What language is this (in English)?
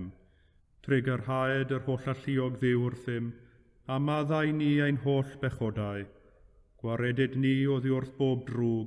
Welsh